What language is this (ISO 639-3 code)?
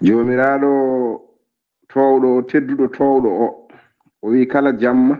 ful